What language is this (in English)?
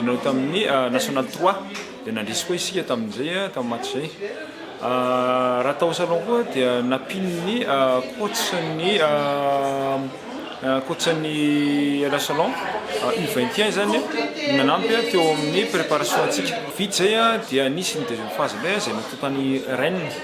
Malagasy